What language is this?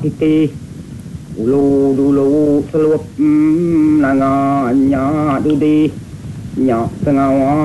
Iban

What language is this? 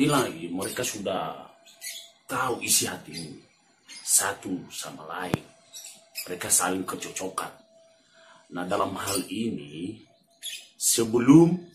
Nias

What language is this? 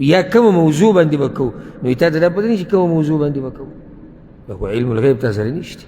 Pashto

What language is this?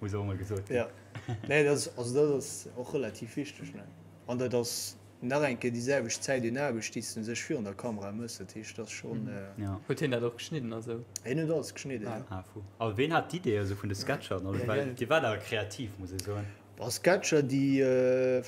Luxembourgish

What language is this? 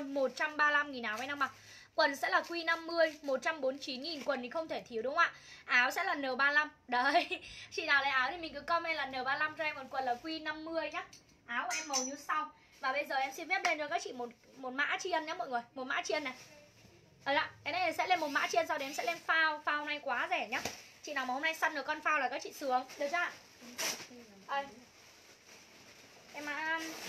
Vietnamese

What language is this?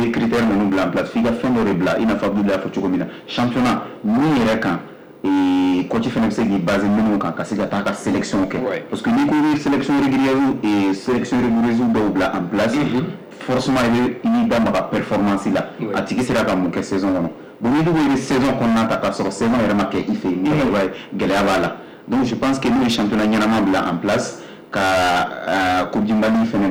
Bambara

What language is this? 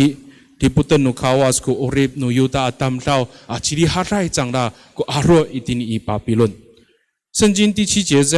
Amis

